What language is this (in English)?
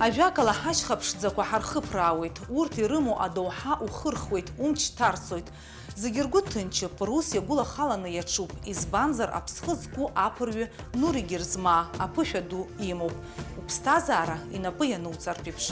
Abkhazian